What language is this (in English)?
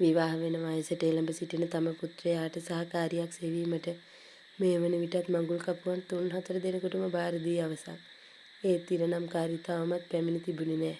Sinhala